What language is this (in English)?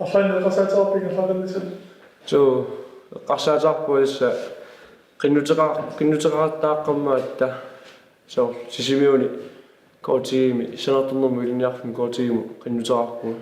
Kalaallisut